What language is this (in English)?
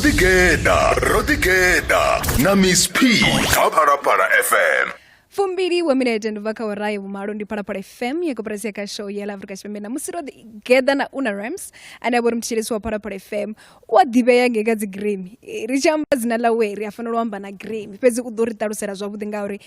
Venda